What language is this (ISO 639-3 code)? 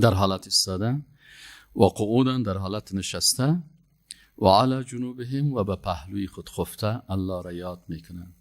fas